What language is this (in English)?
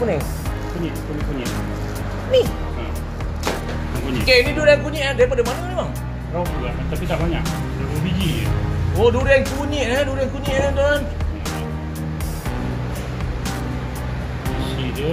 Malay